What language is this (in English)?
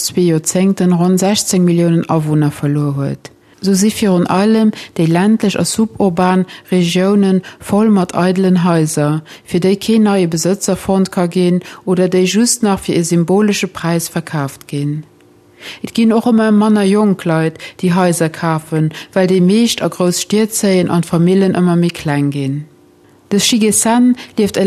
Luxembourgish